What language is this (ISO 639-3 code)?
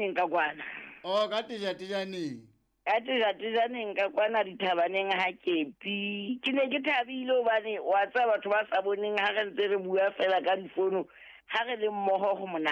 sot